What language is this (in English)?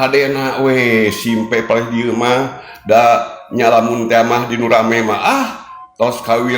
Sundanese